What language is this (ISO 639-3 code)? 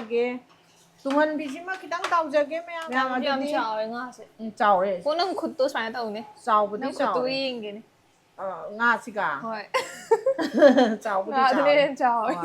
mni